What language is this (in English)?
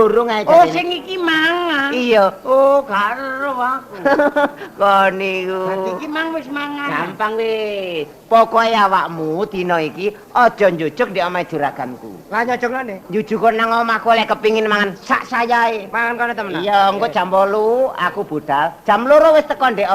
Javanese